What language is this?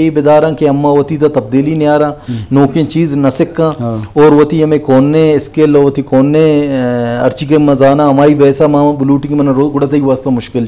Baluchi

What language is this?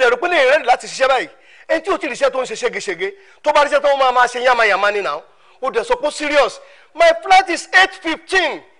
Yoruba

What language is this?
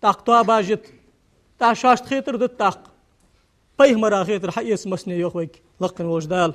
Ingush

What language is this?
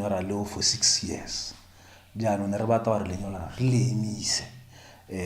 Tswana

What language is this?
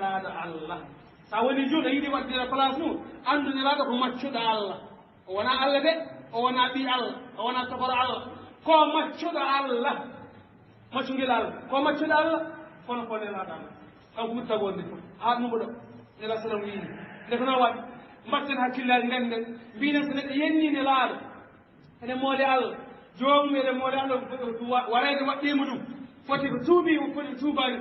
Fula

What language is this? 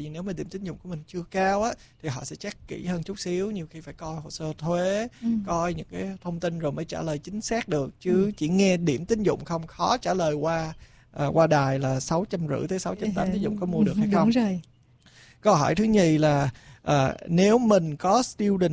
Vietnamese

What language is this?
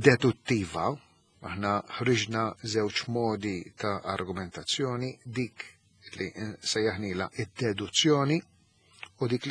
Maltese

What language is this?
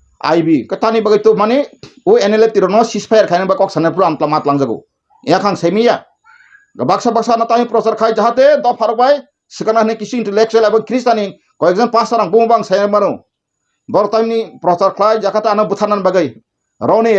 Kok Borok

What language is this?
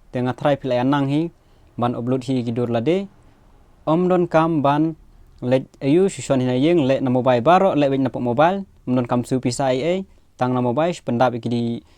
Khasi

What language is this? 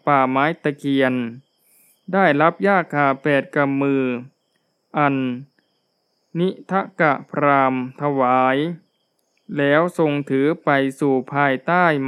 Thai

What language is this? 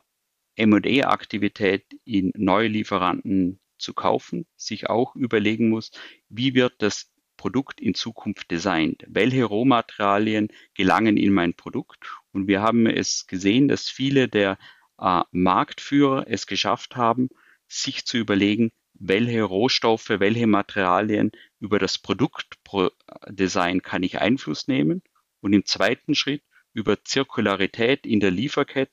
German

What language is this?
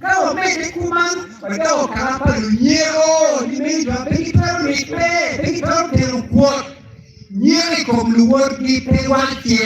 Acoli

